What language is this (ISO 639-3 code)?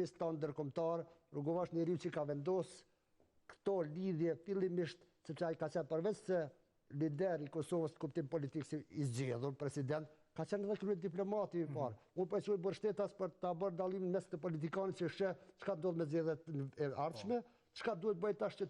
sqi